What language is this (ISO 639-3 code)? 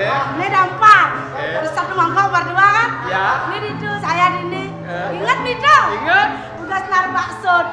ban